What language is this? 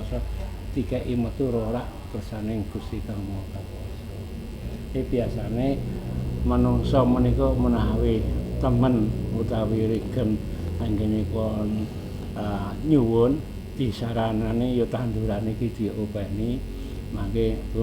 Javanese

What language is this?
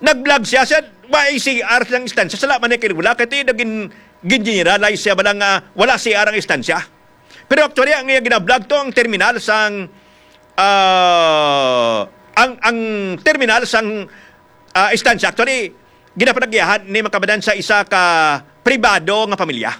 Hiligaynon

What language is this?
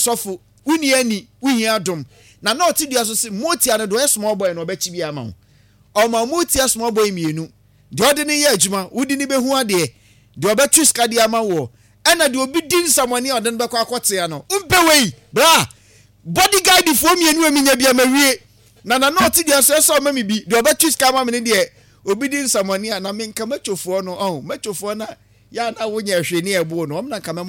Akan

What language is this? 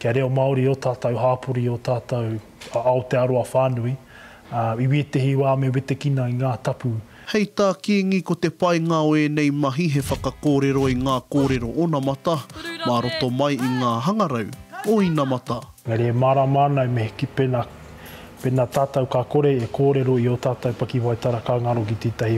Māori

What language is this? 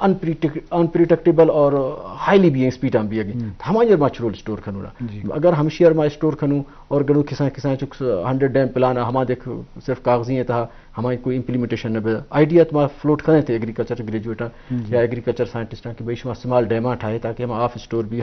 Eastern Balochi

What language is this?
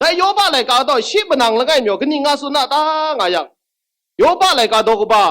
Kachin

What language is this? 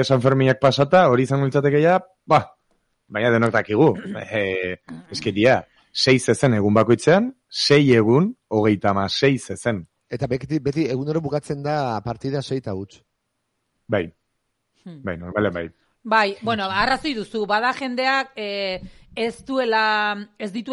Basque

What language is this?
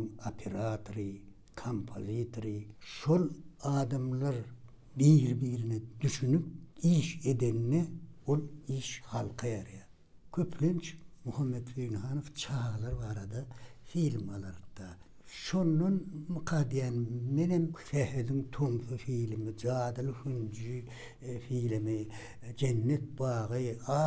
Turkmen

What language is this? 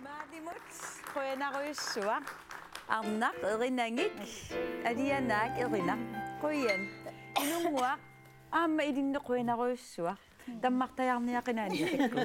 Kalaallisut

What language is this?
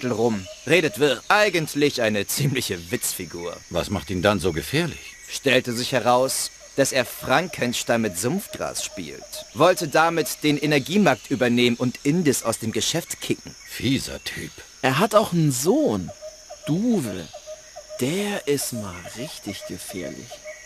Bavarian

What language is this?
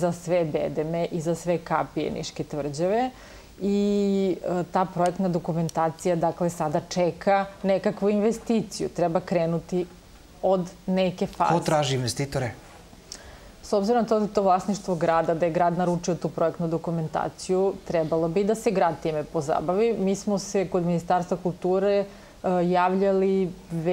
Serbian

